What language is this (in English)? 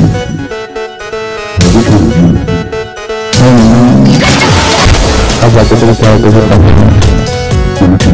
Hindi